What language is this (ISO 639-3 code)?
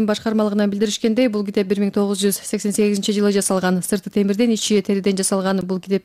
kir